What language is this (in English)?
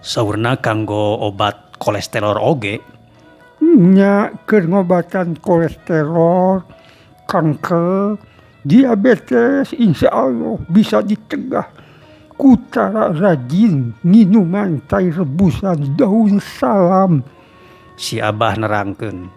Sundanese